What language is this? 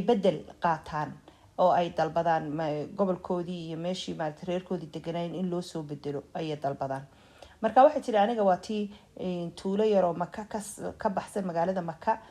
Somali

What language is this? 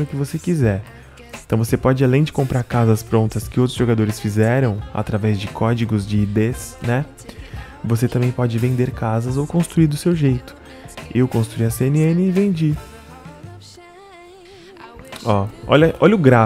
Portuguese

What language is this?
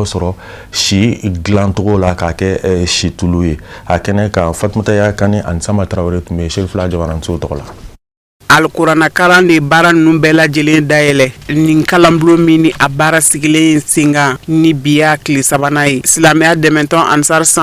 Bambara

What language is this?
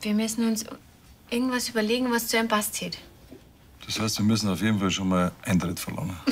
Bavarian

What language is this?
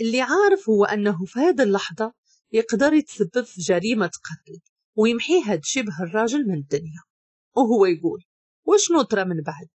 Moroccan Arabic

